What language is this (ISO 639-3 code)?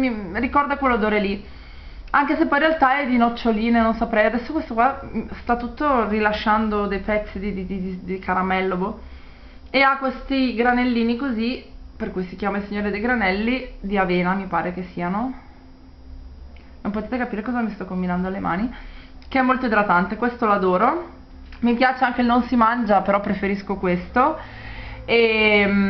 ita